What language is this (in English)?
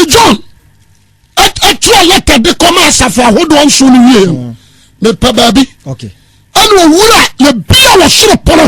Akan